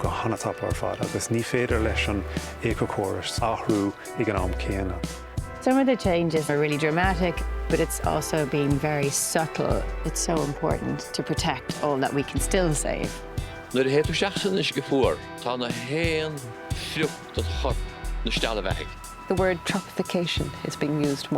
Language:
Irish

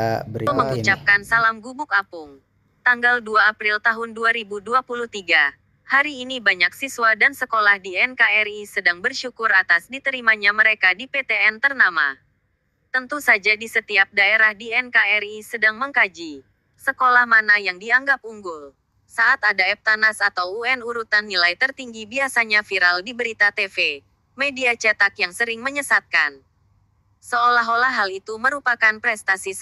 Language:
Indonesian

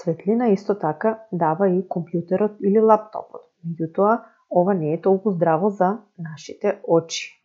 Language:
Macedonian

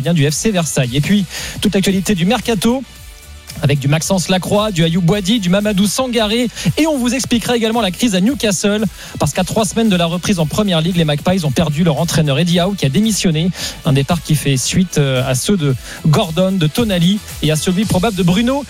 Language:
French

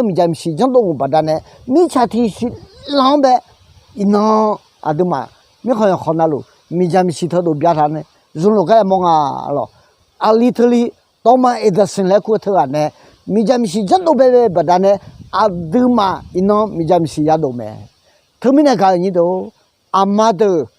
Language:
Akha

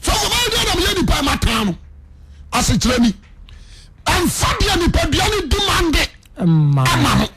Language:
Akan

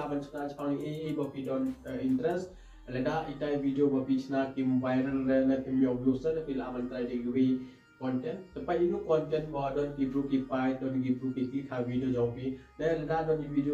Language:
Khasi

